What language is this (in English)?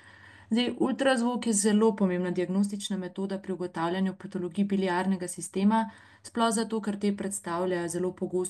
Slovenian